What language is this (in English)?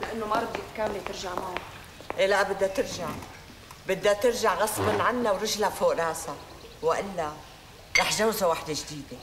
North Levantine Arabic